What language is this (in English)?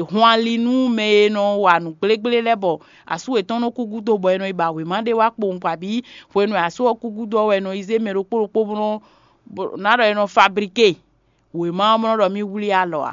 Fon